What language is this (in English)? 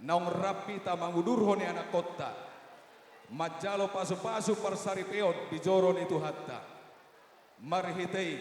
Batak Toba